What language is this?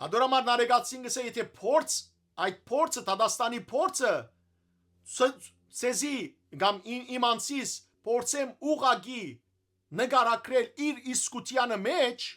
Western Armenian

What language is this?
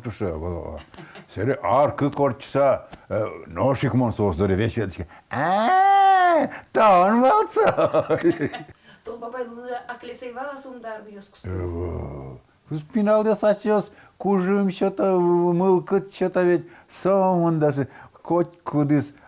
Udmurt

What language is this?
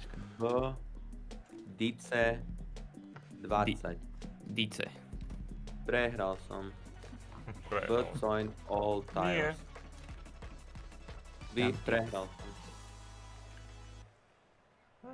Slovak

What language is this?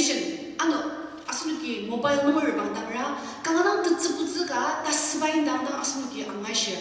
Ao Naga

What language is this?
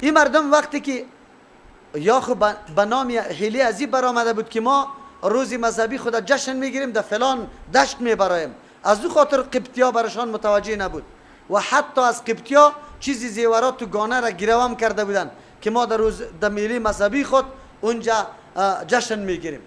Persian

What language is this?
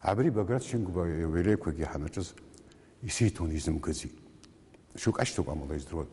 Abkhazian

